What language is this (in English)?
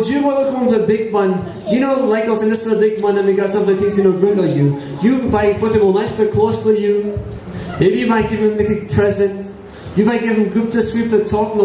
Tok Pisin